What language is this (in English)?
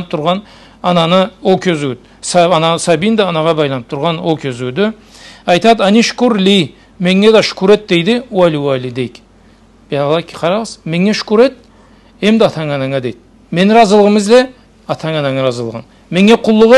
Karachay-Balkar